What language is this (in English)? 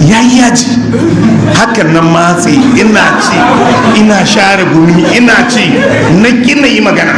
Hausa